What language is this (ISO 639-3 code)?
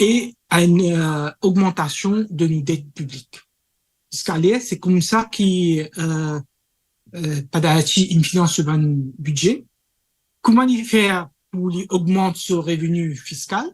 mfe